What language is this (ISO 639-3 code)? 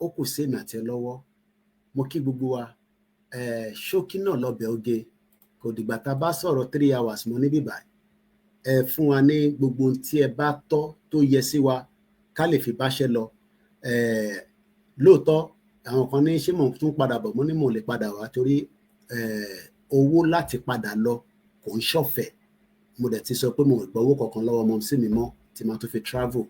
yor